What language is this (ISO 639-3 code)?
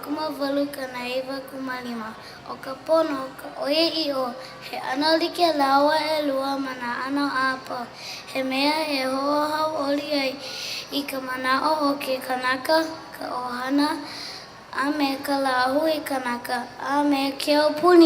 haw